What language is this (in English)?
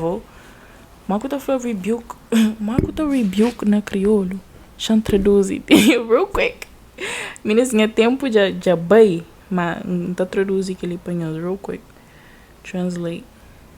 Kabuverdianu